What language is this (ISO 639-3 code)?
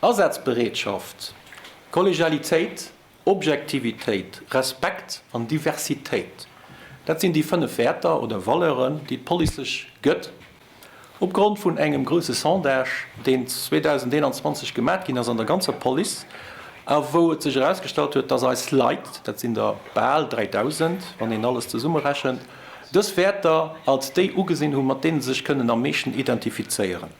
ltz